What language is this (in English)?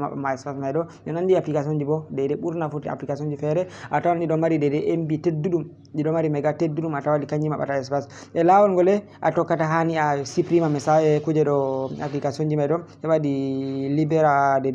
Fula